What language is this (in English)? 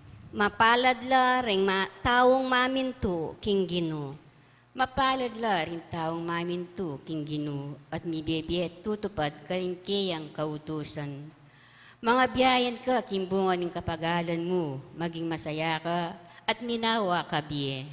Pampanga